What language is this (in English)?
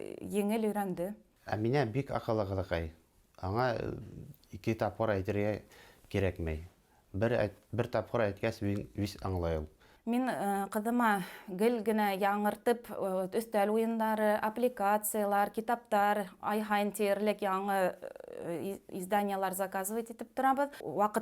Bashkir